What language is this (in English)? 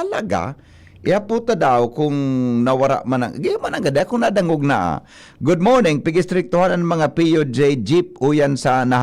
Bikol